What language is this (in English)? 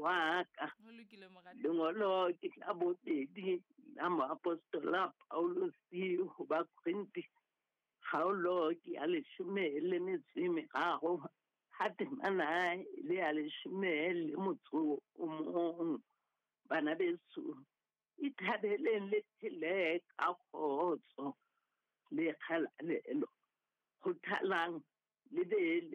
Southern Sotho